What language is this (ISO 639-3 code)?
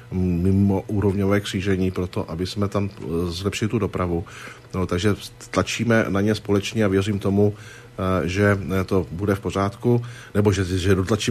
ces